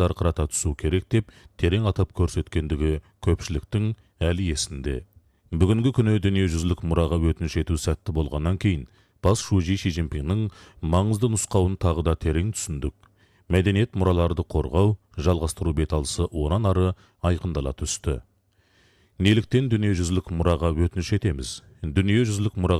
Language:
Kazakh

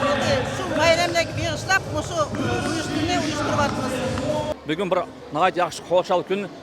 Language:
Uyghur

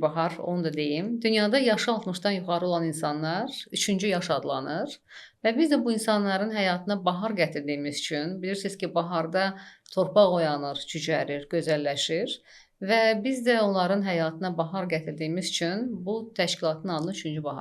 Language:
Azerbaijani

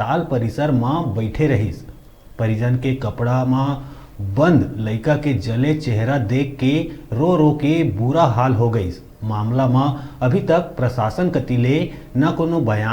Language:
Chhattisgarhi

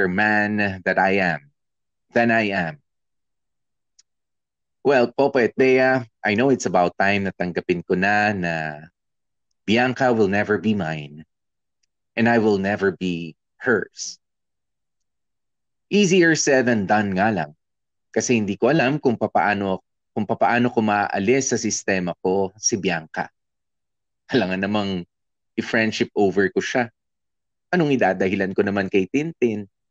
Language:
Filipino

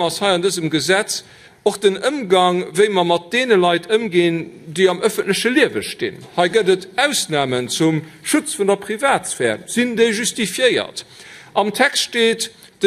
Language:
Luxembourgish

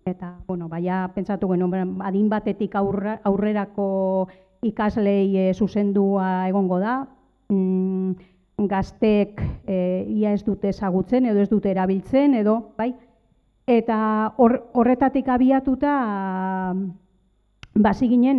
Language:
Basque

